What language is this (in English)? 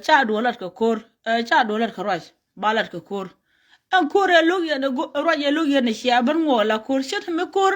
Nuer